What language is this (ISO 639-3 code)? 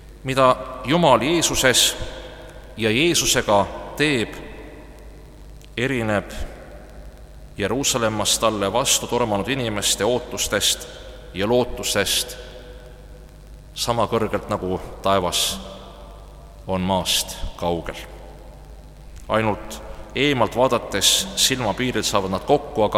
est